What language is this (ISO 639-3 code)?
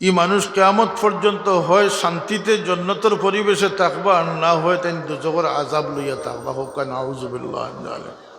syl